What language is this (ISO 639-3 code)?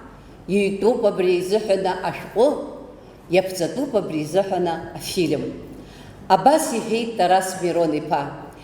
abk